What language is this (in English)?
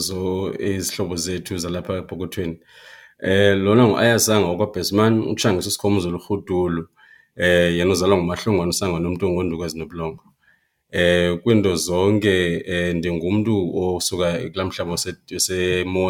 Xhosa